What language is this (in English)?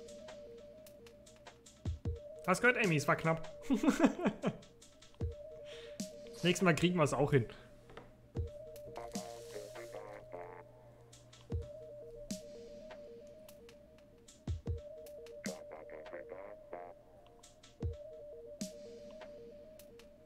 German